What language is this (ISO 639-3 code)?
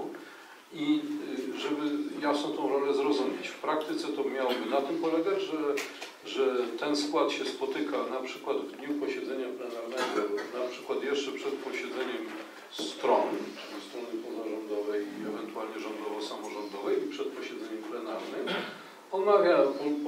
pol